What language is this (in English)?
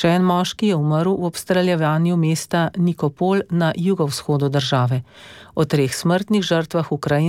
Slovenian